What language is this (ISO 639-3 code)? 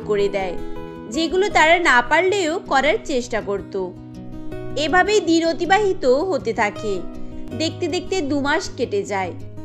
ben